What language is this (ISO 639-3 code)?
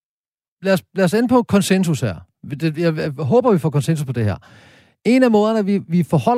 dan